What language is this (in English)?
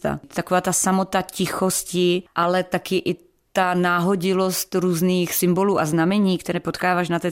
Czech